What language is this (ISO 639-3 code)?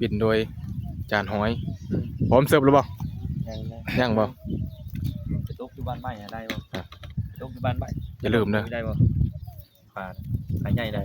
tts